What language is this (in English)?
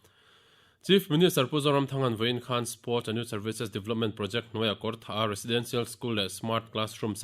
Mizo